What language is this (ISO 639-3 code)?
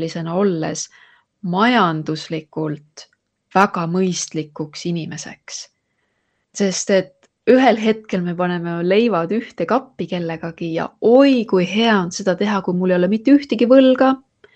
est